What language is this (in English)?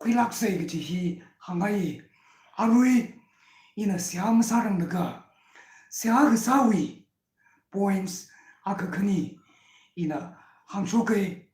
Tangkhul Naga (India)